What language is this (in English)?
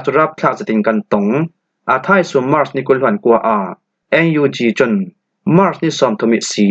Falam Chin